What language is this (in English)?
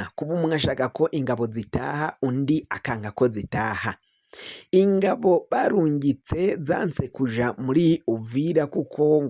Rundi